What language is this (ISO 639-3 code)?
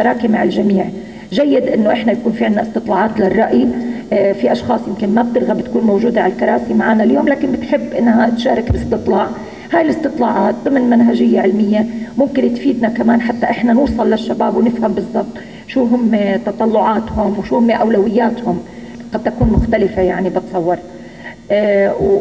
apc